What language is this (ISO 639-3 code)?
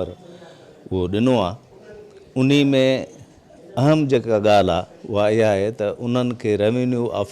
snd